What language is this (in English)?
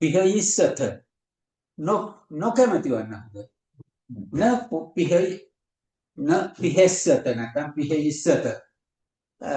Sinhala